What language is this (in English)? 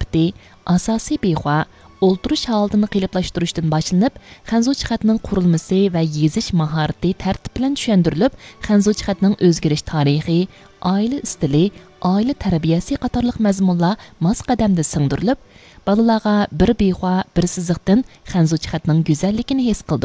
Uyghur